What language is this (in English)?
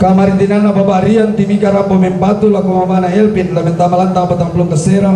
Toraja-Sa'dan